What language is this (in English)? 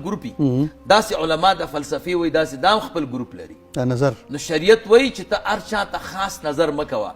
Pashto